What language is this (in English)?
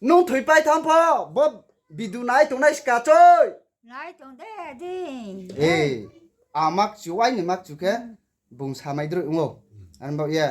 Riang (India)